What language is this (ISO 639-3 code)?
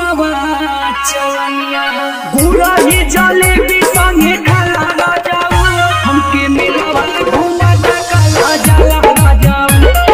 bho